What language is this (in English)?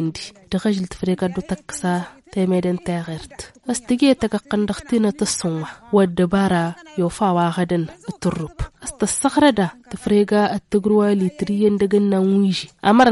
Tamasheq